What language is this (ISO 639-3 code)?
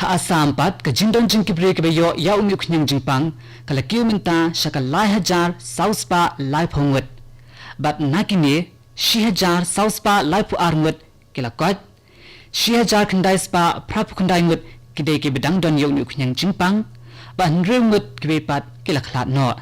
kha